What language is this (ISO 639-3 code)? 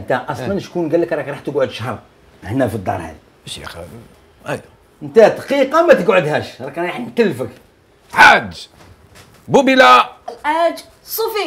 arq